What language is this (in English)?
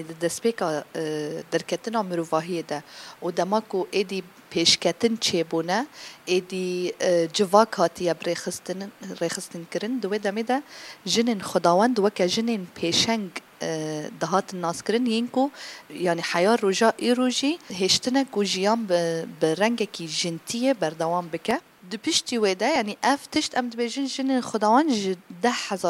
Kurdish